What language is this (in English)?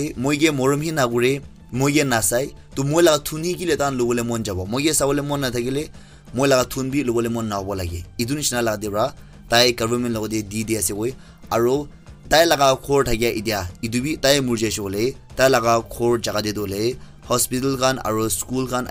Naga Pidgin